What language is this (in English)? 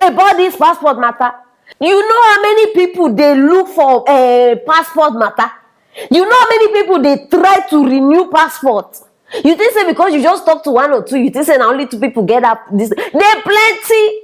Nigerian Pidgin